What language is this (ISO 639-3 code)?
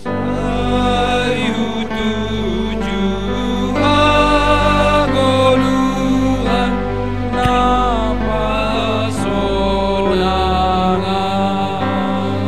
bts